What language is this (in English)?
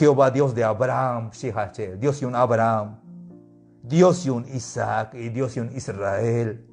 Tzeltal